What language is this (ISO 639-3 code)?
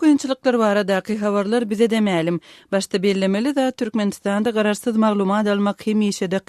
tuk